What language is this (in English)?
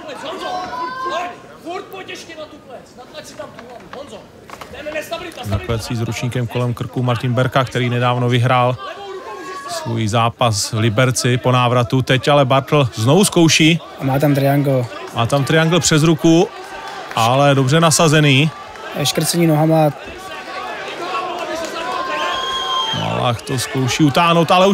Czech